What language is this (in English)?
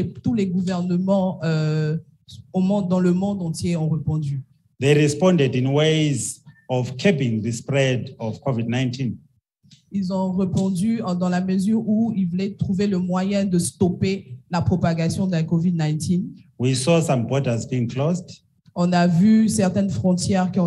French